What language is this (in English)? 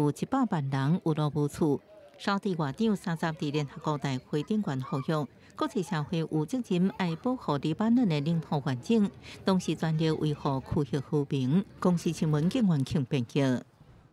Min Nan Chinese